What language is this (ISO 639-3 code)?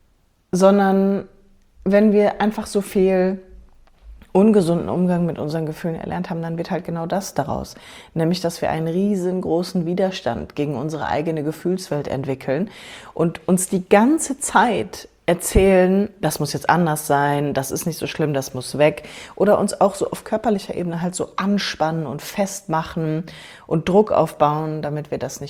deu